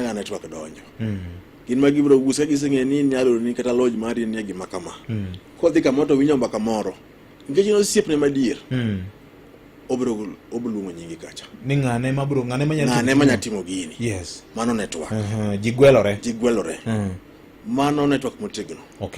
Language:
Luo (Kenya and Tanzania)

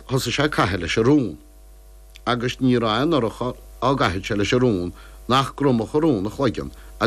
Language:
Irish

